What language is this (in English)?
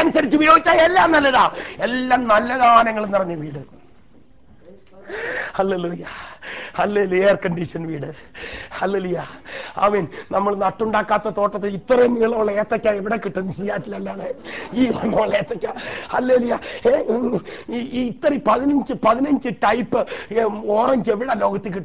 Malayalam